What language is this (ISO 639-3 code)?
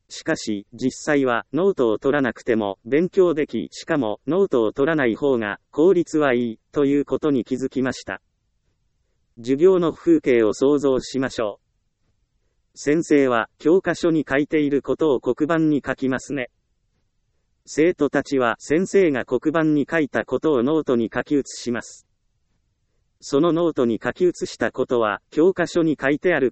jpn